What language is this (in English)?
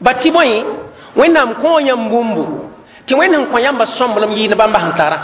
Mossi